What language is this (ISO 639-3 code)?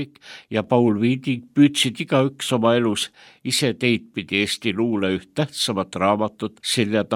est